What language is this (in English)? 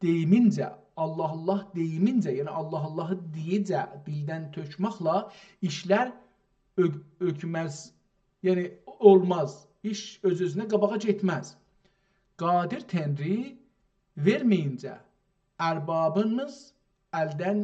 South Azerbaijani